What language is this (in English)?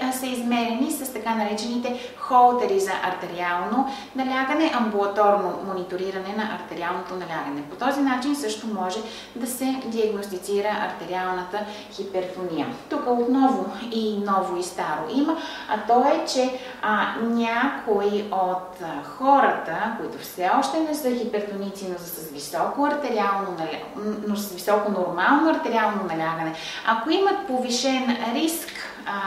Bulgarian